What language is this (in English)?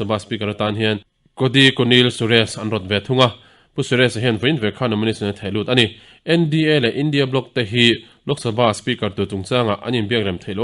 Mizo